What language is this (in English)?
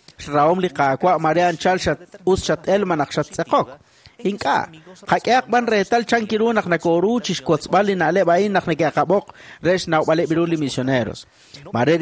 Kekchí